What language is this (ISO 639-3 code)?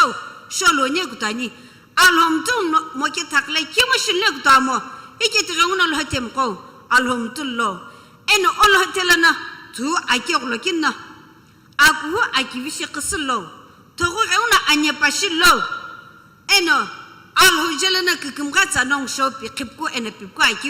nsm